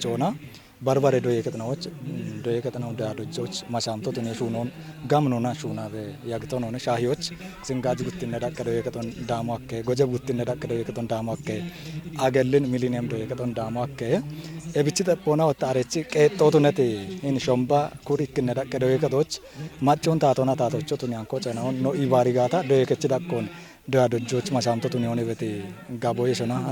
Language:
Kafa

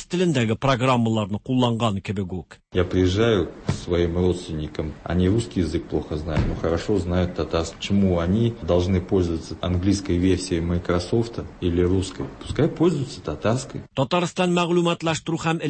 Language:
Tatar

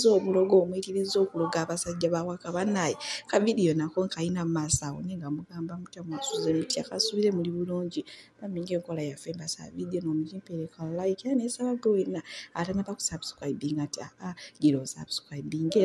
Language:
Ganda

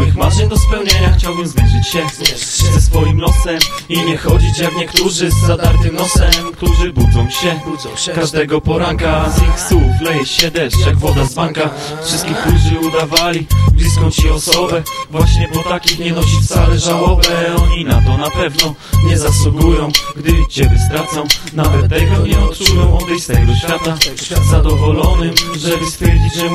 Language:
Polish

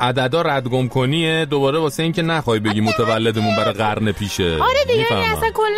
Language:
Persian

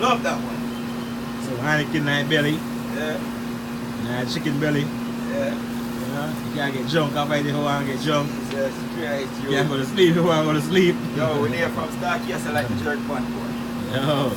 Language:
Jamaican Creole English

